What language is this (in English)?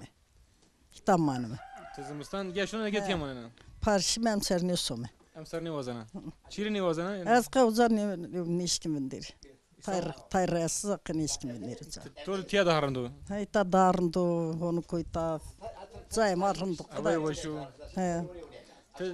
Zaza